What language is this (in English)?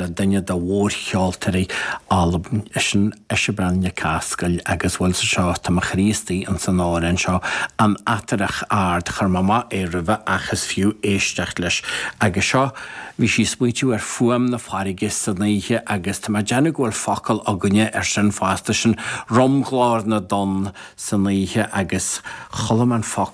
Irish